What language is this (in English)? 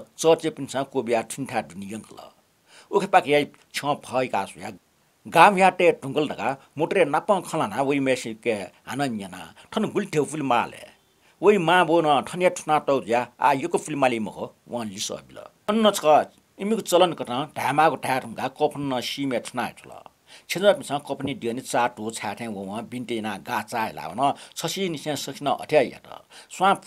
Newari